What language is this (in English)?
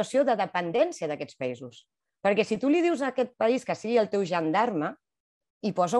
Catalan